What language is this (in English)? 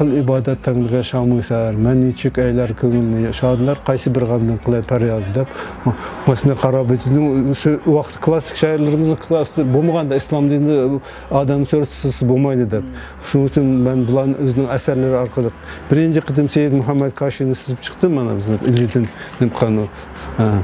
Uyghur